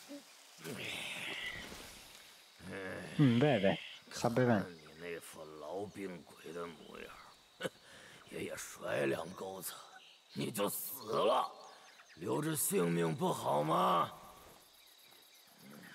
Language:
Italian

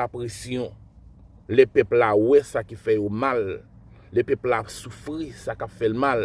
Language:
Haitian Creole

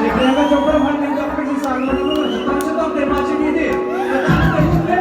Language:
Karbi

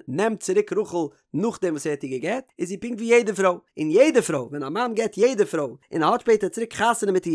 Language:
Yiddish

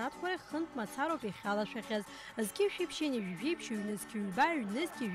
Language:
Abkhazian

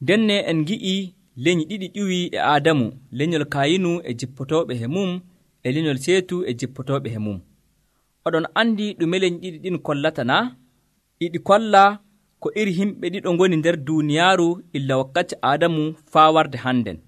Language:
Nigerian Fulfulde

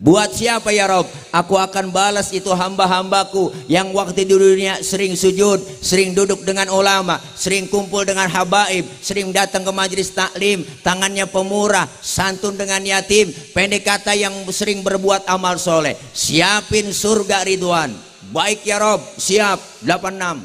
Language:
Betawi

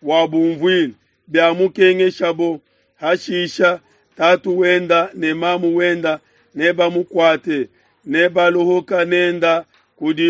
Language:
Luba-Lulua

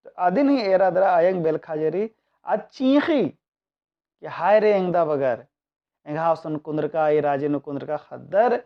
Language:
Kurukh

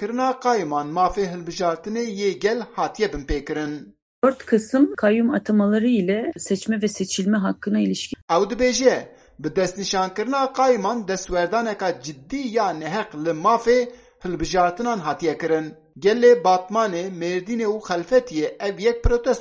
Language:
Kurdish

